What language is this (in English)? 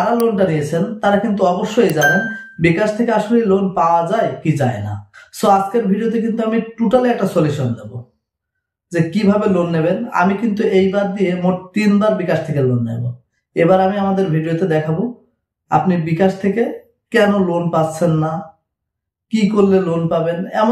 Bangla